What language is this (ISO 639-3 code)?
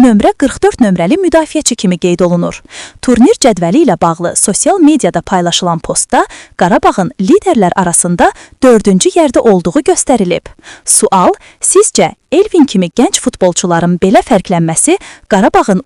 aze